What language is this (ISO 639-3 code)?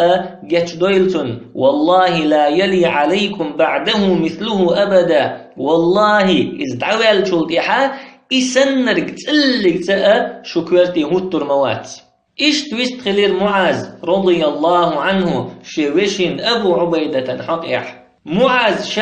che